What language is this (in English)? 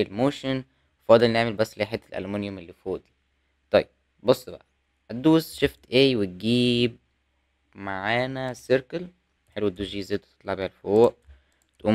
Egyptian Arabic